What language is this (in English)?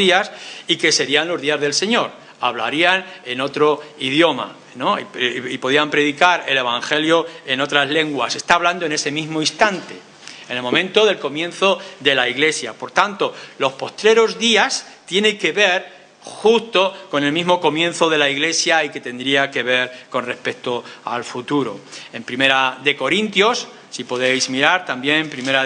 Spanish